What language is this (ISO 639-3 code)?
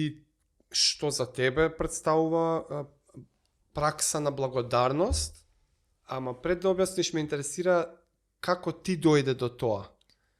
mkd